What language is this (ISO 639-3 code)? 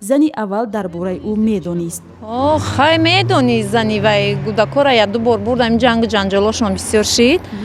tgk